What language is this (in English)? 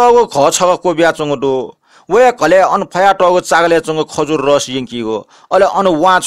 Newari